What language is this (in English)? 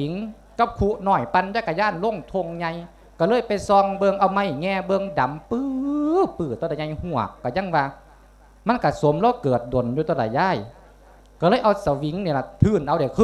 Lao